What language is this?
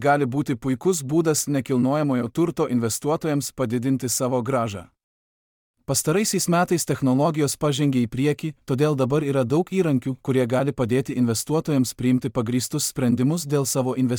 Lithuanian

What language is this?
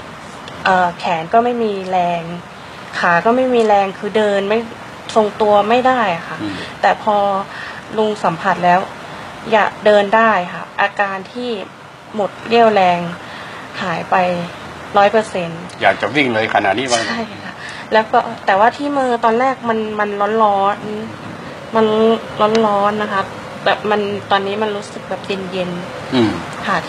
Thai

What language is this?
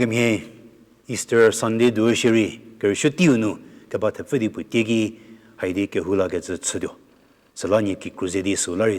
Angami Naga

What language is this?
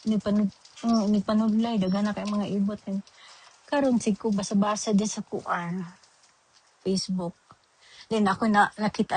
Cebuano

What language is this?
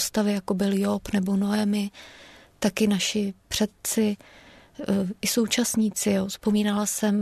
Czech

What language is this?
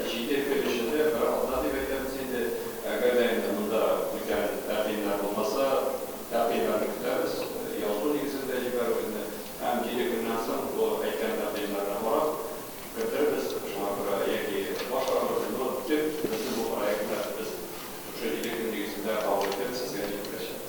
Tatar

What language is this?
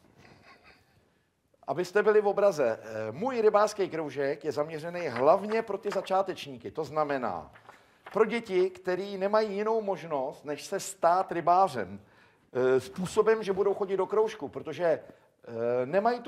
Czech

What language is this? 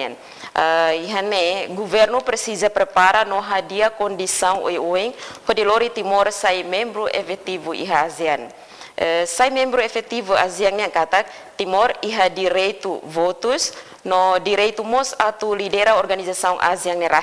Tetum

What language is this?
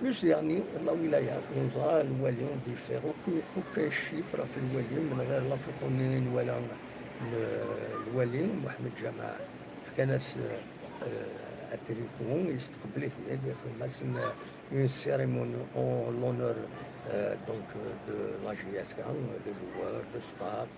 Kabyle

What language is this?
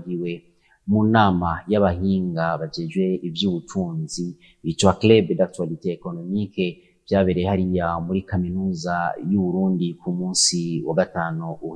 Rundi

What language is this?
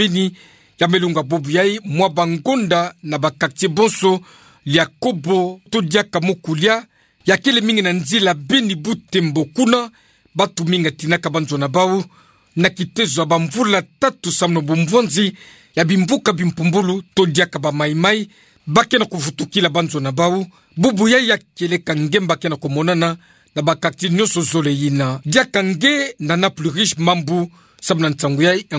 Kituba (Democratic Republic of Congo)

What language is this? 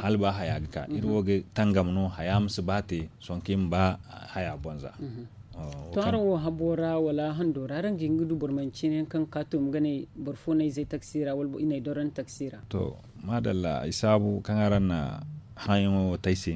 Zarma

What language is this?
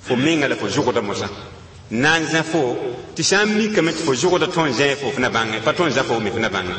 Mossi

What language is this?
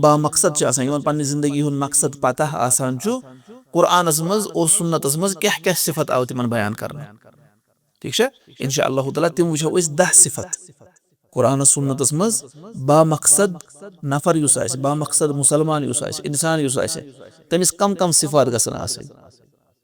Kashmiri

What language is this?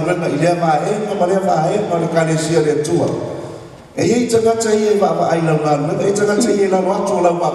Samoan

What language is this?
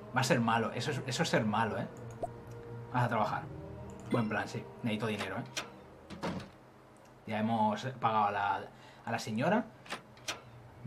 Spanish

